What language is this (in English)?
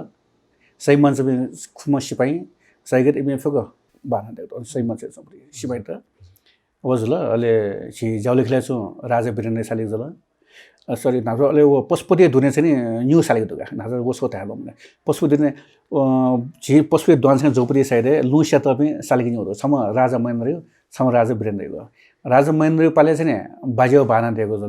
Newari